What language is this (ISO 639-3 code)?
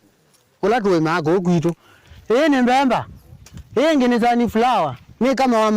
kam